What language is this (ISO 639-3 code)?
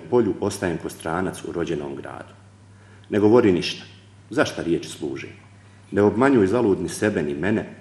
bos